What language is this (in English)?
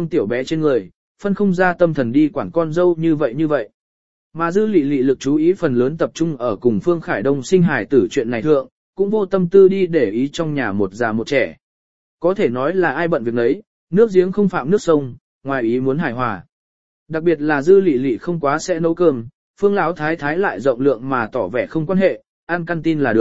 Vietnamese